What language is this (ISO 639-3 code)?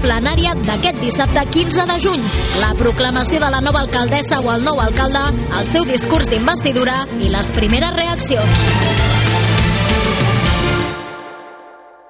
cat